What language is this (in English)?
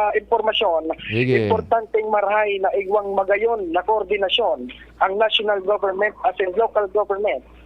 Bikol